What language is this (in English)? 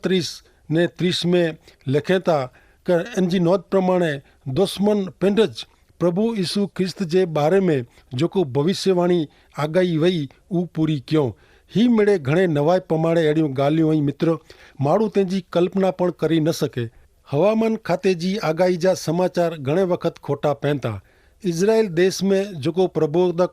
Kachhi